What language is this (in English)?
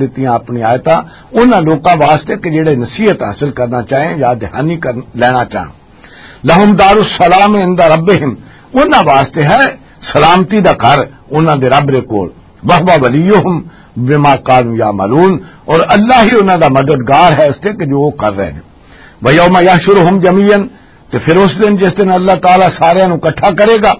Western Panjabi